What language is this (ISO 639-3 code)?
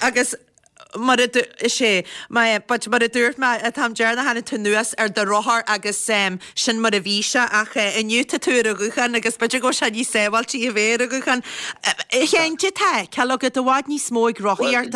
gle